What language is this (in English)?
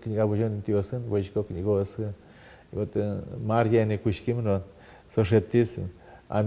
Udmurt